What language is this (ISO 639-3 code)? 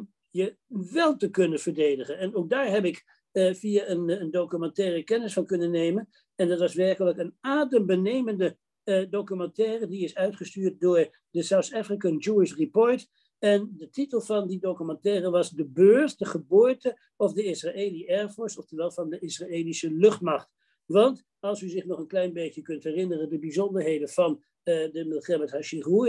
nld